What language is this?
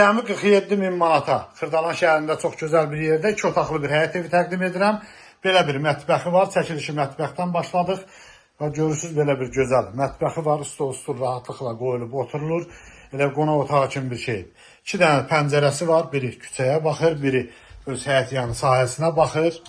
Azerbaijani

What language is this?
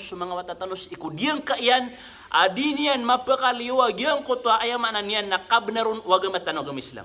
Maranao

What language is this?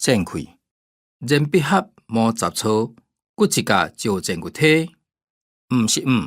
Hakka Chinese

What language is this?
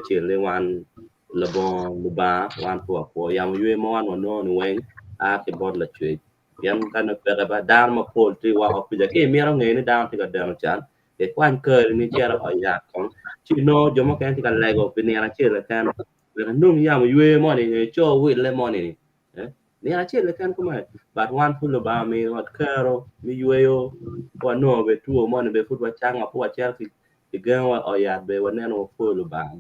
Acoli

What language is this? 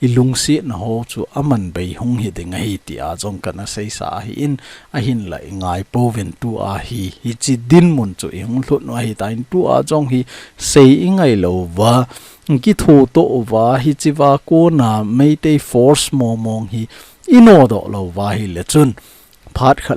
Thado Chin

